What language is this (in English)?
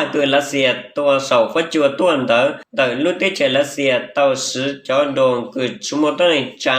Hmong